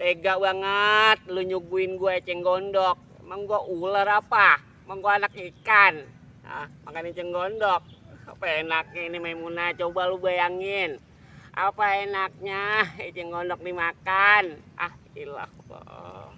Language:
Betawi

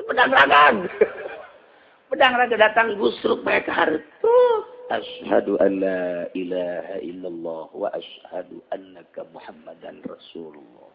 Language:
Sundanese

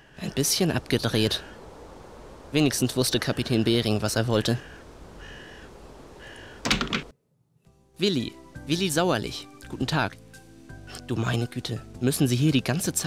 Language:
German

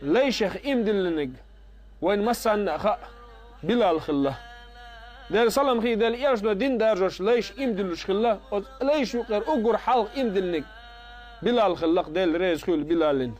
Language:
Chechen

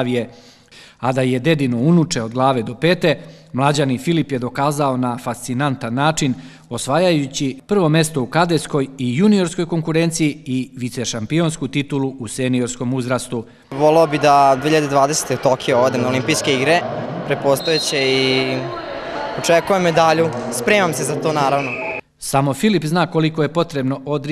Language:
Serbian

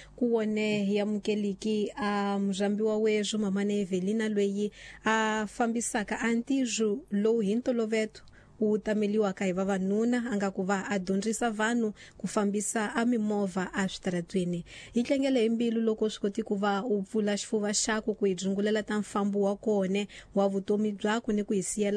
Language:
Tsonga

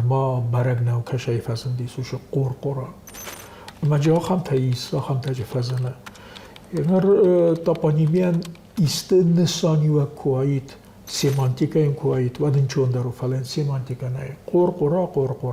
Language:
Ossetic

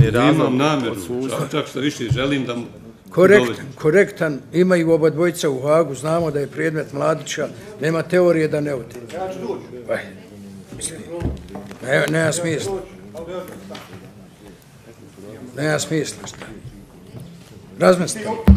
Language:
Bosnian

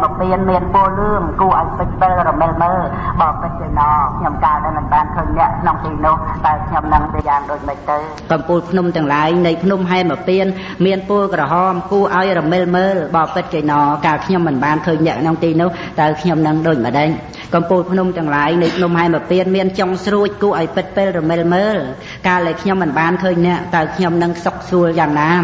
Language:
Khmer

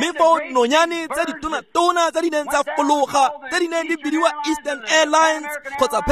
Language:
Tswana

